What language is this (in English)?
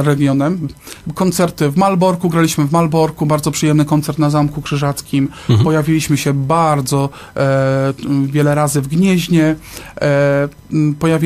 Polish